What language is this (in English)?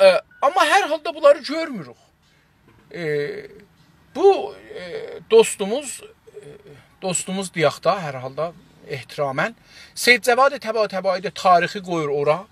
South Azerbaijani